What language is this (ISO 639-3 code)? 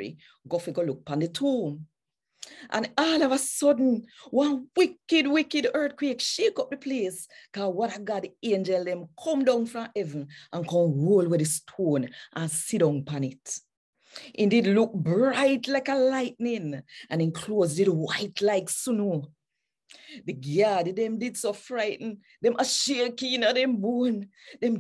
jam